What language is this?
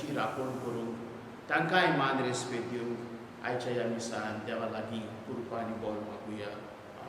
Konkani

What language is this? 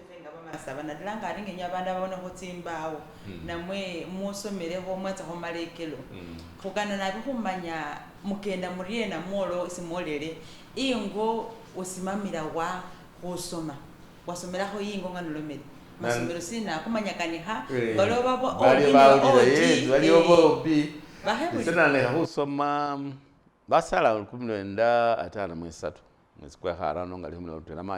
Masaaba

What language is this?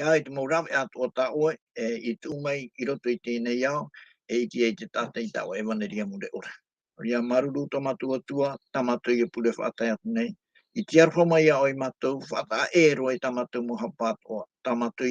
Tahitian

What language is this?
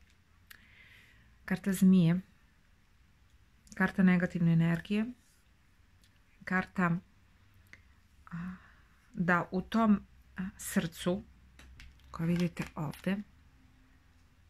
Serbian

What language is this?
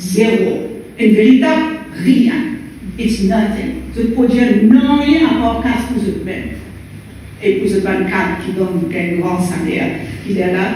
Morisyen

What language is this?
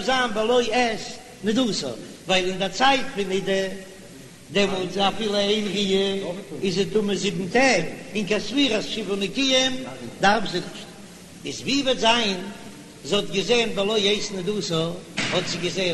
Yiddish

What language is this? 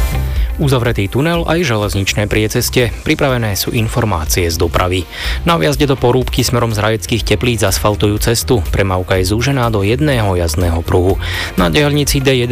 Slovak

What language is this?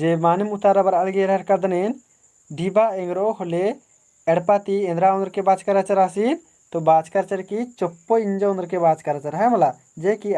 Kurukh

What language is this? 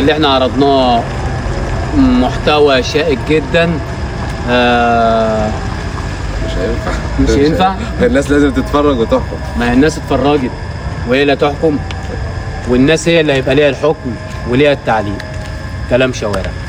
Egyptian Arabic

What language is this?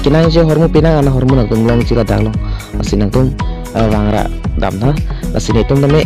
Karbi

